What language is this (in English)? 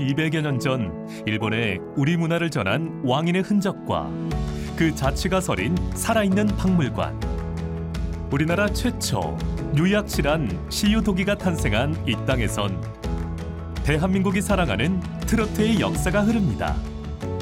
Korean